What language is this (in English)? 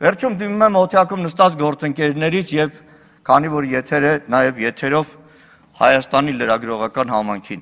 Armenian